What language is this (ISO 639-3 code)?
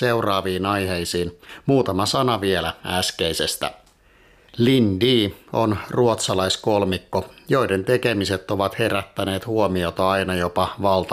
fin